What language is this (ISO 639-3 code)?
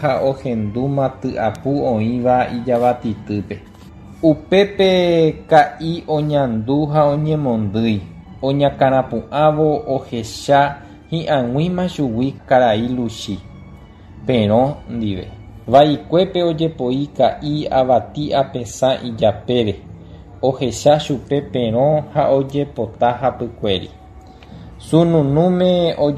grn